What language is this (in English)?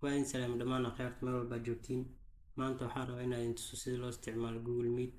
Somali